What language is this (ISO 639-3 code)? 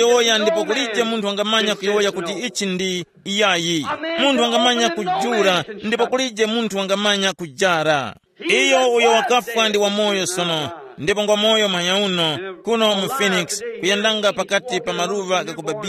tum